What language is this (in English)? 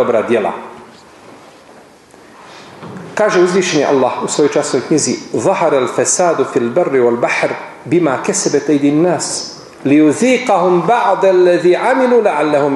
Bosnian